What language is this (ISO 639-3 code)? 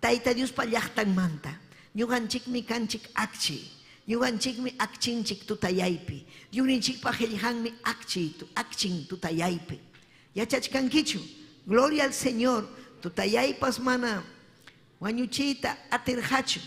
quy